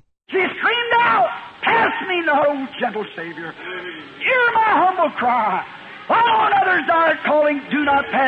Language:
Makhuwa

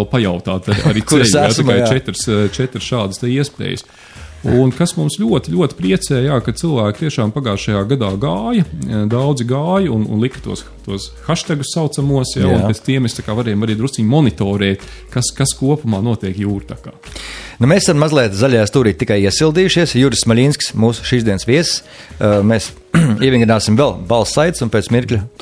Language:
Latvian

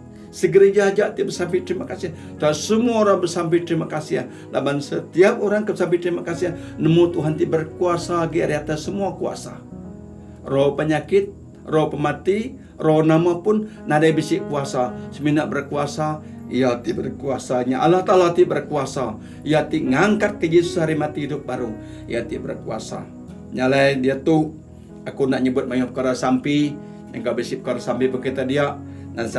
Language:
Iban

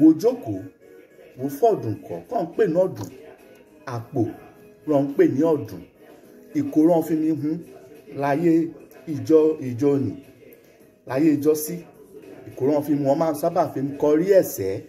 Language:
Yoruba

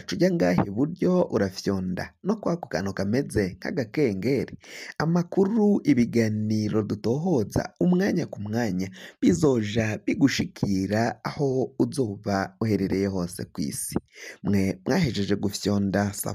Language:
Rundi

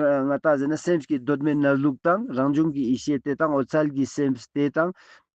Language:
Ladakhi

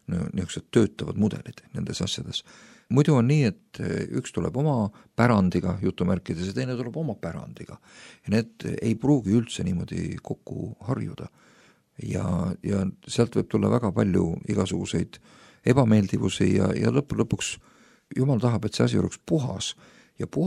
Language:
Estonian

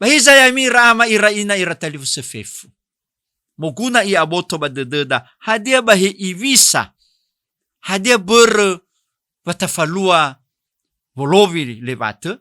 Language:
Nias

